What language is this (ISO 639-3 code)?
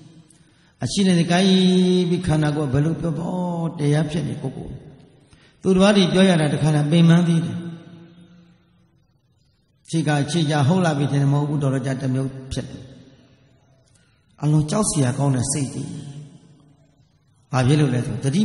mya